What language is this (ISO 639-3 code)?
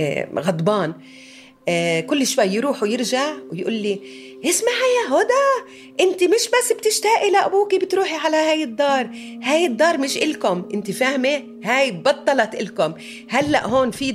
apc